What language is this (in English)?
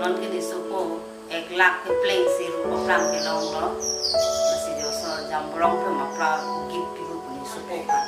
Karbi